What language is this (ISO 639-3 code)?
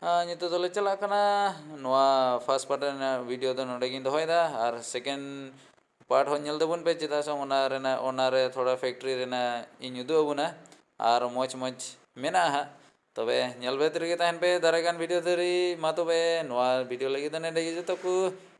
sat